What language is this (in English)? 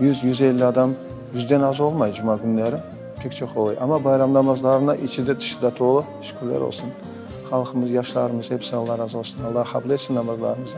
Crimean Tatar